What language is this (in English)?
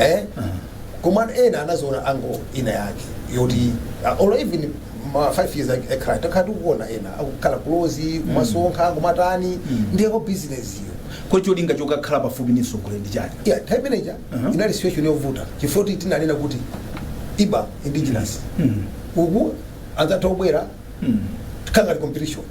Nyanja